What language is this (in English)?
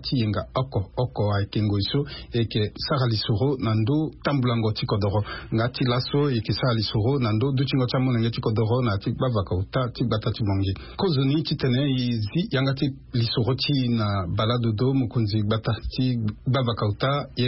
Sango